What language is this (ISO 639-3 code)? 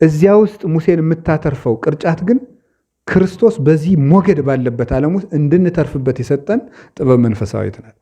amh